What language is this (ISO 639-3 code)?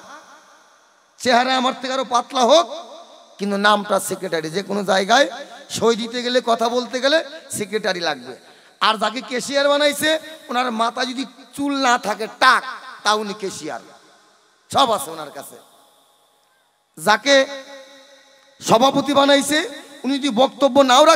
ben